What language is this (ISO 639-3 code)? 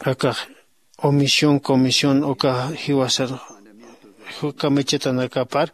aym